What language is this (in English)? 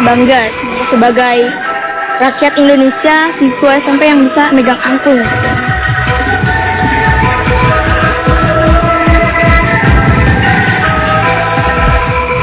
Indonesian